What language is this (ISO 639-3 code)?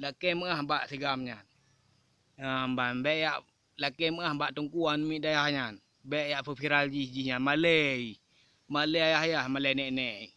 ace